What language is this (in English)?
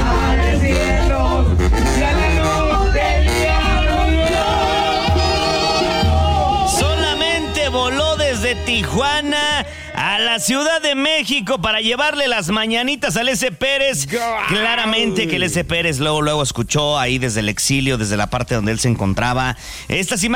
Spanish